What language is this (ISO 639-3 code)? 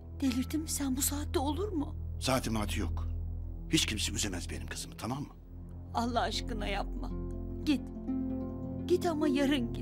tur